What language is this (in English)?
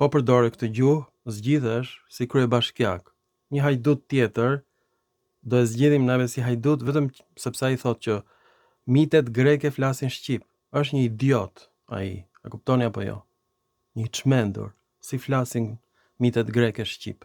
Albanian